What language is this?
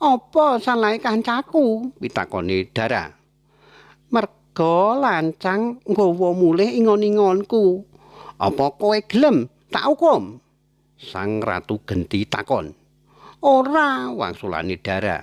Javanese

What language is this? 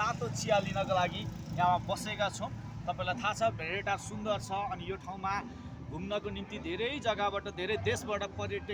Nepali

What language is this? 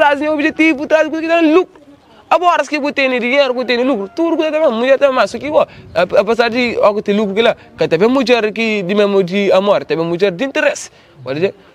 Kabuverdianu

